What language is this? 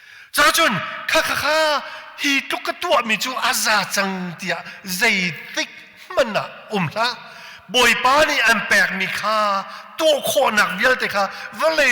Hakha Chin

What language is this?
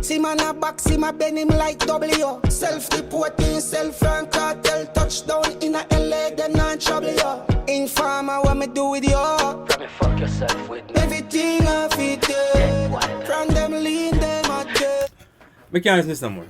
Jamaican Creole English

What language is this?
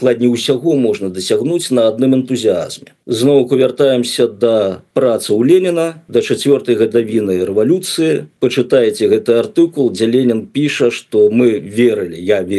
Belarusian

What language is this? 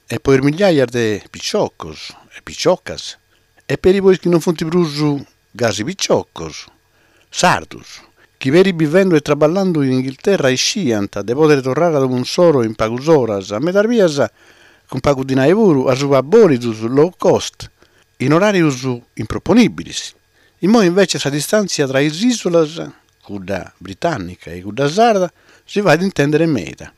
Sardinian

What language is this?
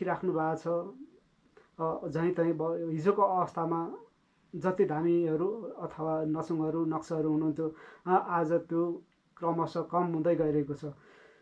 Nepali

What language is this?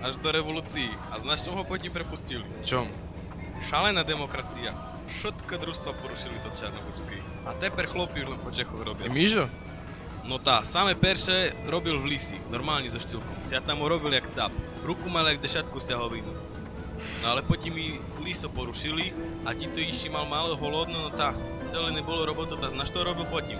Rusyn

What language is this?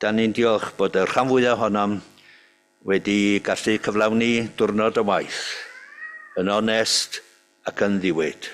Welsh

